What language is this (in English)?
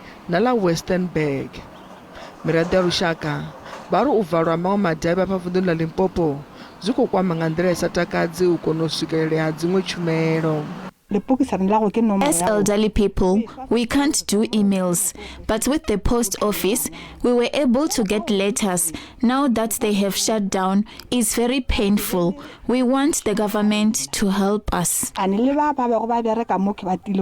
Venda